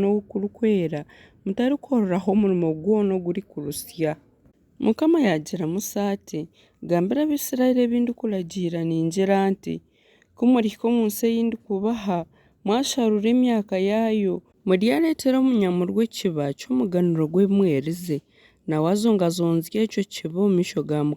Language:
Nyankole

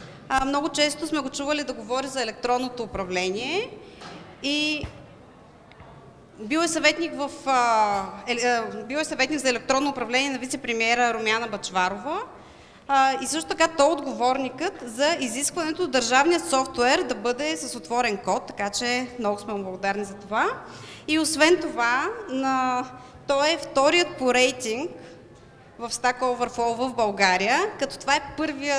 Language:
Bulgarian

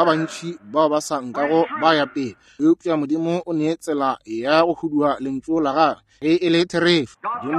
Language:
Northern Sotho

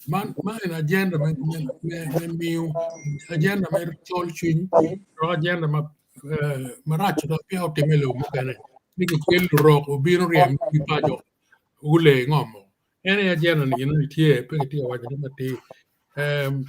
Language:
Acoli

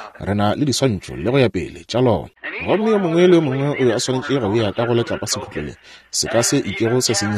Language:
Northern Sotho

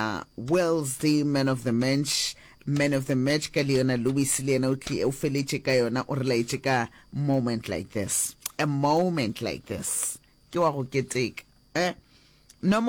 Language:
Northern Sotho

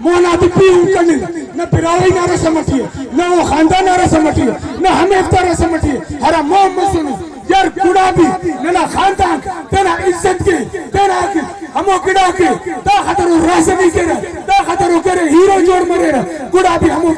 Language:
Brahui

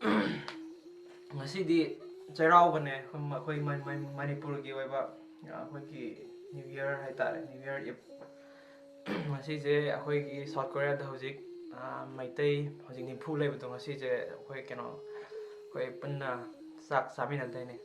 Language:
Manipuri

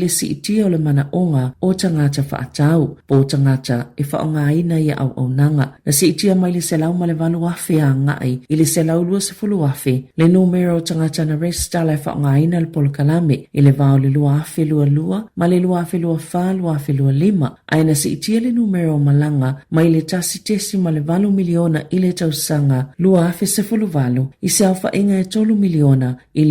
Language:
Samoan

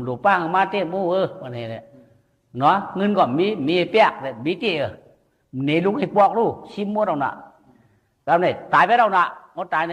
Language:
Shan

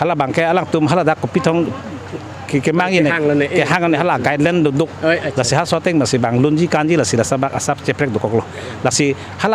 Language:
Karbi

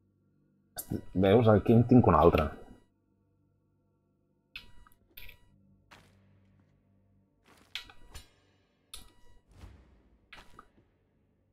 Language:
Catalan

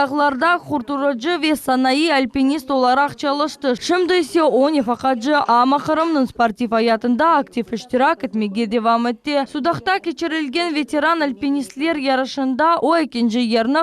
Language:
Crimean Tatar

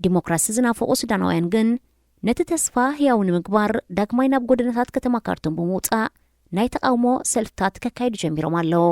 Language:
Tigrinya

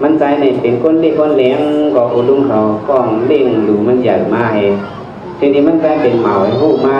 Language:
Shan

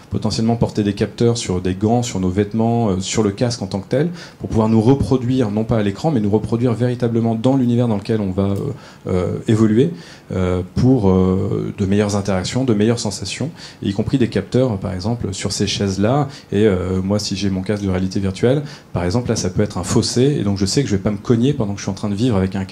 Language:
French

